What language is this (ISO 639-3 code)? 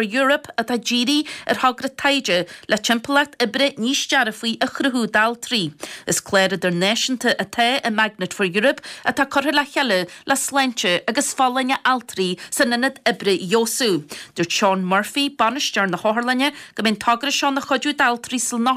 gle